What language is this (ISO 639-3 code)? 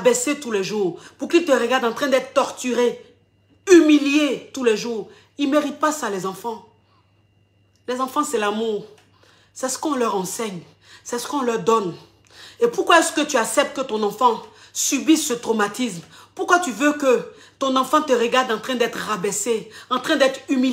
fra